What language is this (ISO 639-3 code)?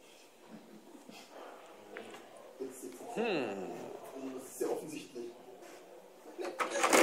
deu